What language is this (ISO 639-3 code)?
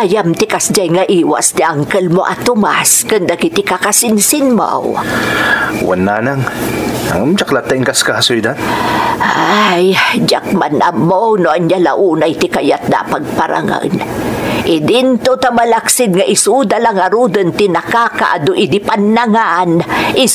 ilo